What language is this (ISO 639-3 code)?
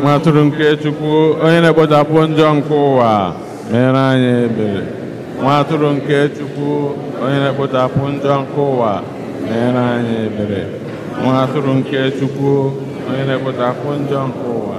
ibo